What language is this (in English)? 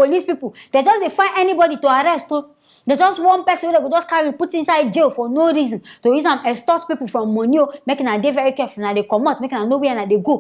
Nigerian Pidgin